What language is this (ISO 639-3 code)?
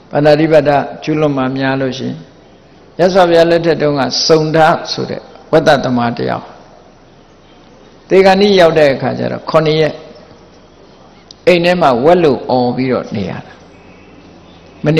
mya